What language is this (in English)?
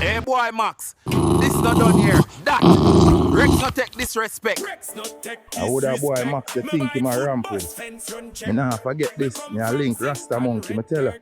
Jamaican Creole English